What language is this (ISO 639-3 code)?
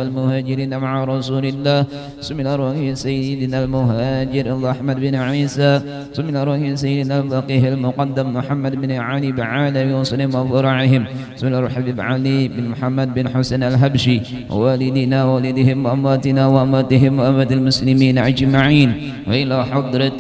bjn